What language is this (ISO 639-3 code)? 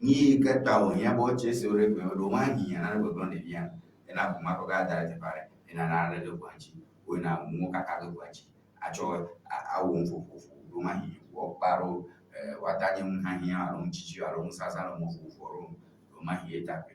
ewe